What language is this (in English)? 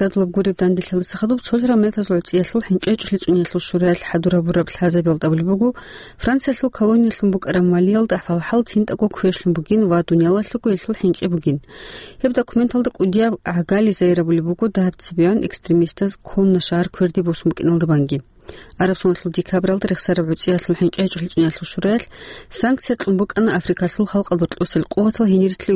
Avaric